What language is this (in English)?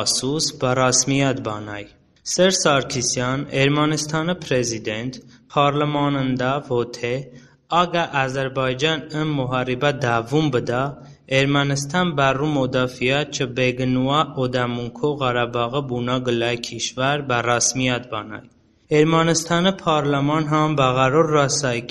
Talysh